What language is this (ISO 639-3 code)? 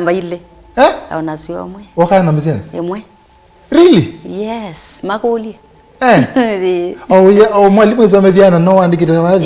kam